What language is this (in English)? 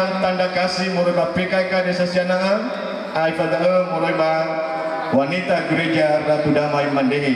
Nias